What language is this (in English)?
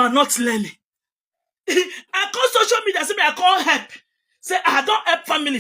Nigerian Pidgin